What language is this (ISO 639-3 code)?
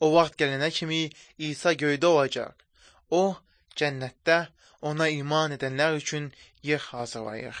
aze